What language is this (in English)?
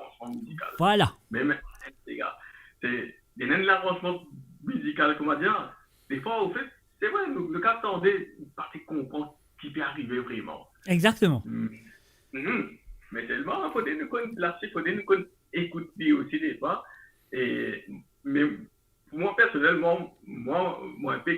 Morisyen